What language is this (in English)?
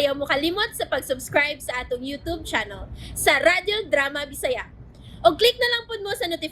Cebuano